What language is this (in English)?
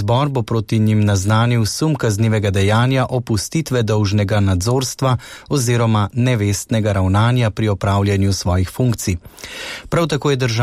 Slovenian